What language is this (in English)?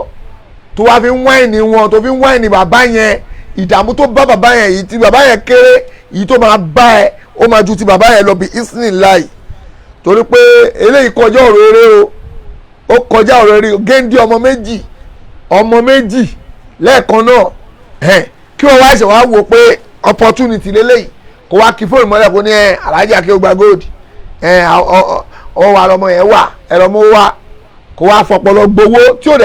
Yoruba